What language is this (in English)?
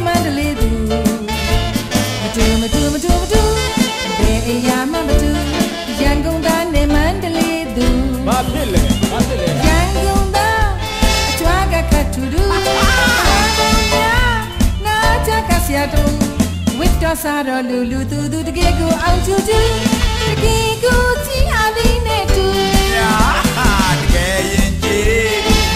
Burmese